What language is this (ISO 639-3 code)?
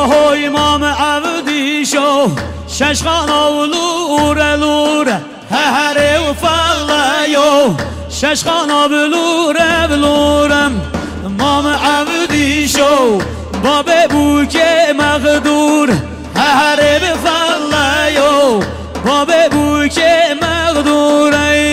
kur